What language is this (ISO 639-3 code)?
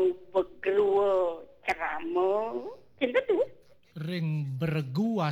ban